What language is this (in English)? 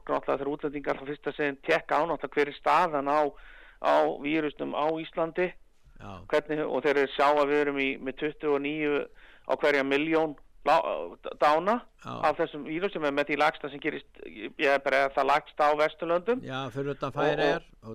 Icelandic